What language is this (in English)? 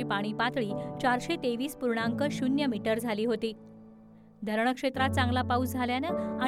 Marathi